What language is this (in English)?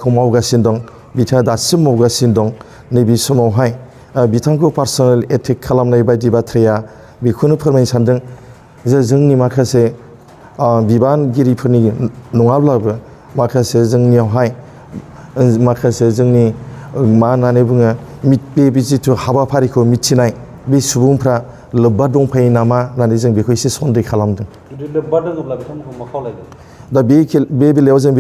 Bodo